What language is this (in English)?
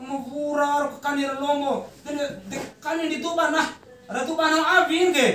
Bima